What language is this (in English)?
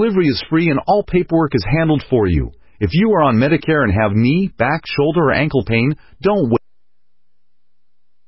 English